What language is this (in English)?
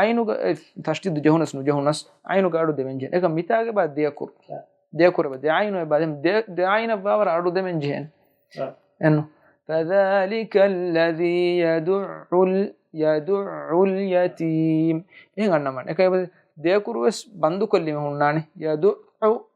Divehi